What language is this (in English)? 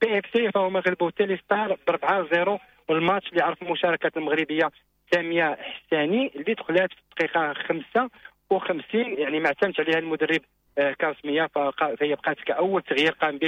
Moroccan Arabic